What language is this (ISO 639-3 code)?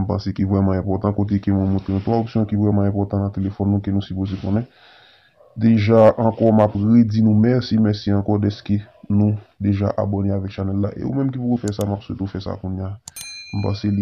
hat